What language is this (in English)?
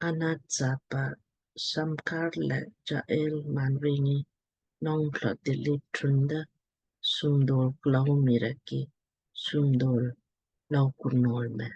Lamkang